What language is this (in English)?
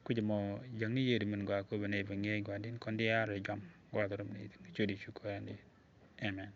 Nuer